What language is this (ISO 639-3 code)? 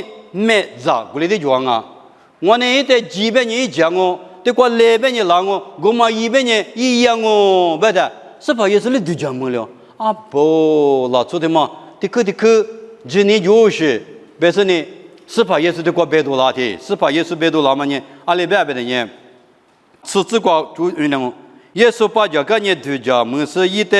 lis